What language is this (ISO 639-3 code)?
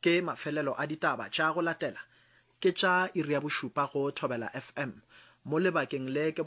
nso